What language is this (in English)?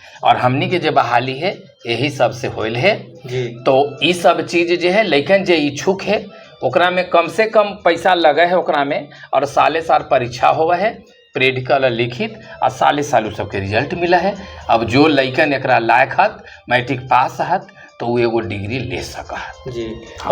Magahi